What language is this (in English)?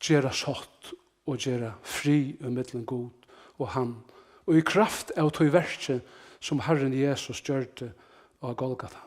Faroese